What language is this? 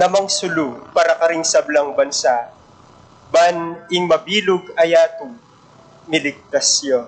Pampanga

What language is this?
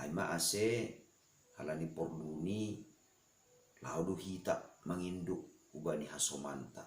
Batak Simalungun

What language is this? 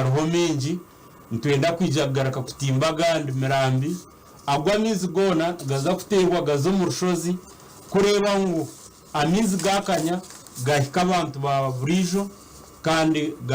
Nyankole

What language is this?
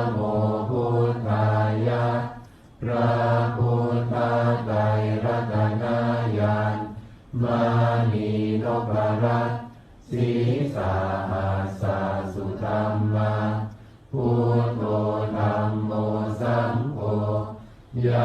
Pali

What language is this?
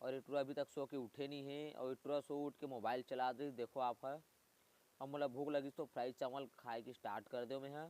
Chhattisgarhi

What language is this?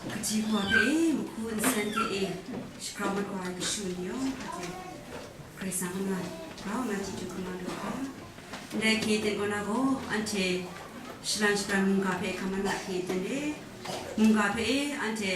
Kachin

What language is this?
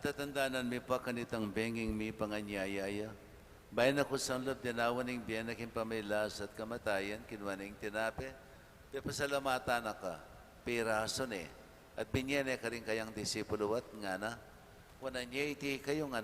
Pampanga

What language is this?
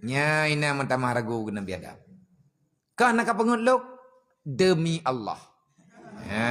Achinese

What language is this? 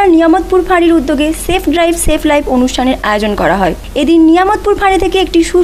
Bangla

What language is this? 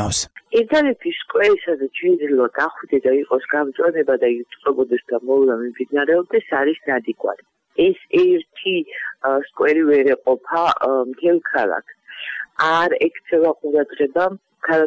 Georgian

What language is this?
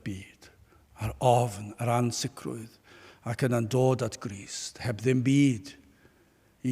Welsh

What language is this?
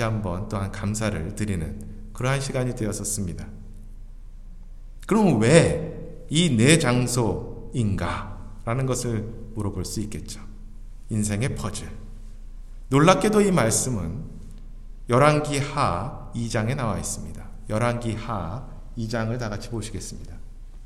Korean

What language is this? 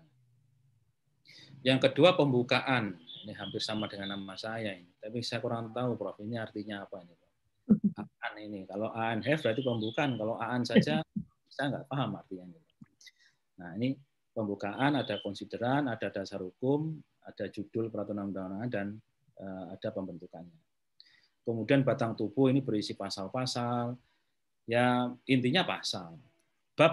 Indonesian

